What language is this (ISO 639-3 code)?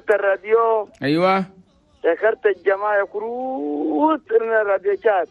shu